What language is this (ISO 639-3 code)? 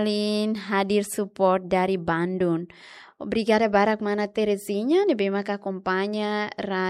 tet